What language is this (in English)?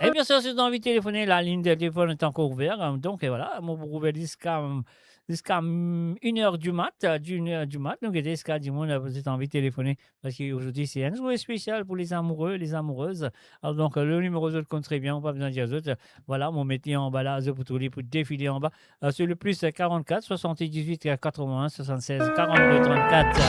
Morisyen